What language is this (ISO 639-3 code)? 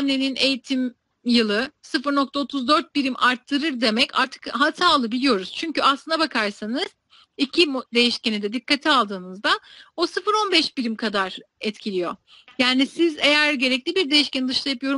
tur